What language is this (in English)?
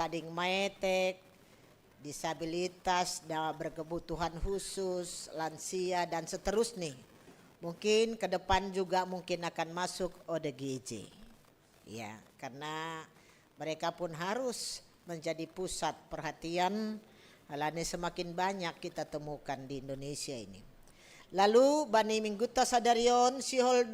Batak Simalungun